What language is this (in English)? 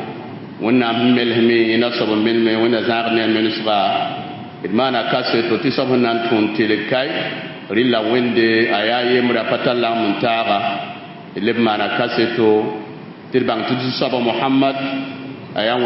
Mossi